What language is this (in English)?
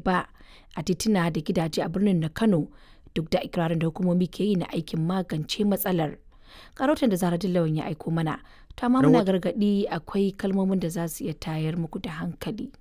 Hausa